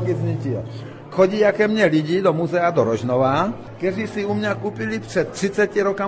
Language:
Czech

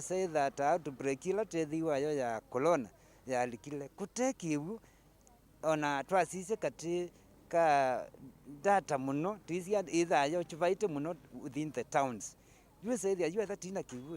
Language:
Kamba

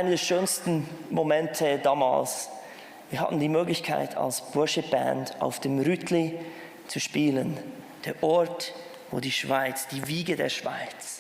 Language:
Swiss German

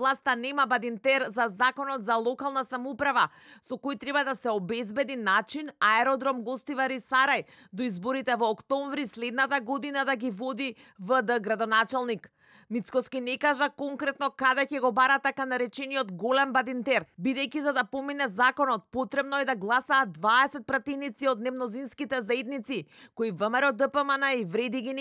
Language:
Macedonian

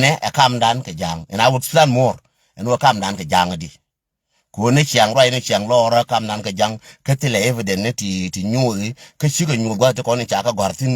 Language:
Nuer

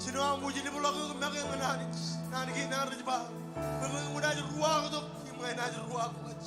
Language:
Marshallese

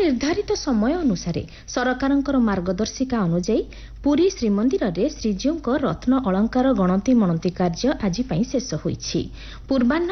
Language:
Odia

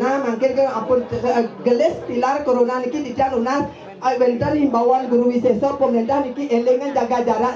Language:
Balinese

